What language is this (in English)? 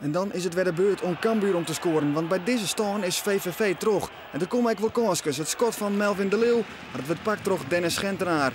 Western Frisian